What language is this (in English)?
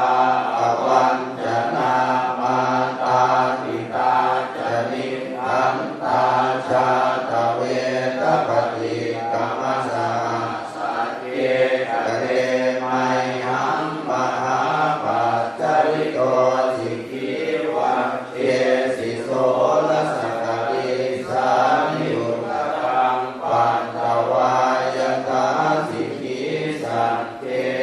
Pali